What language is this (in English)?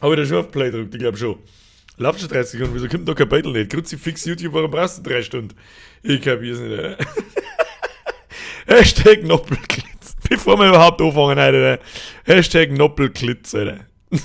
Bavarian